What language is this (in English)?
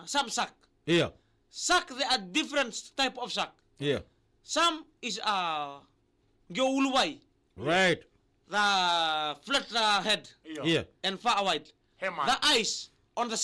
Fijian